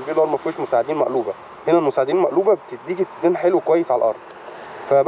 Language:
Egyptian Arabic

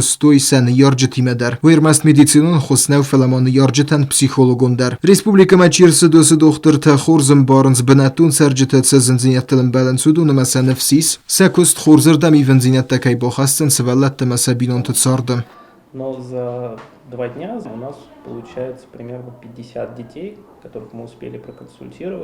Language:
Ossetic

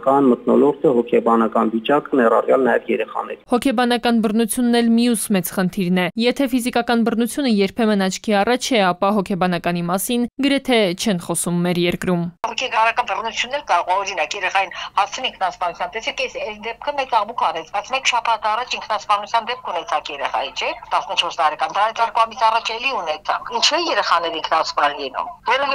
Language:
Armenian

